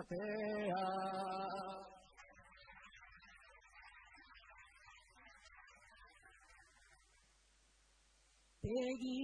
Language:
Basque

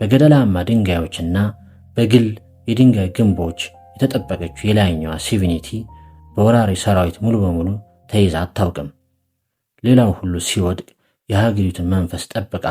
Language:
Amharic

